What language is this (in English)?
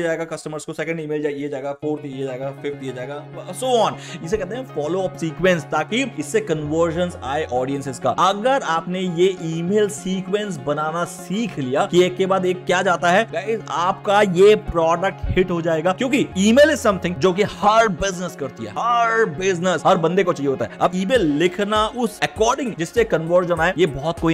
Hindi